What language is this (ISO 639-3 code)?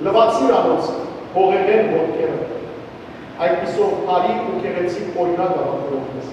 hyw